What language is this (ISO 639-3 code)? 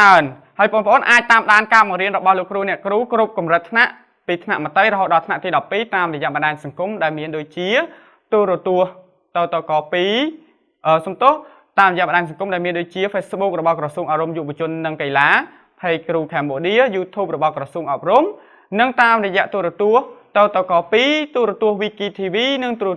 khm